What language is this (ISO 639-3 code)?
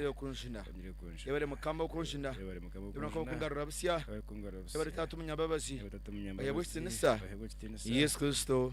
nyn